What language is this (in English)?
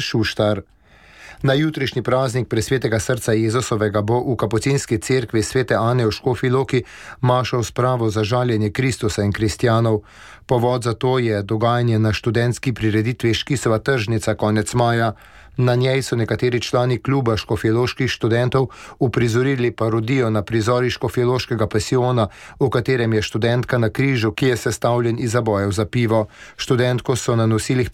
Slovenian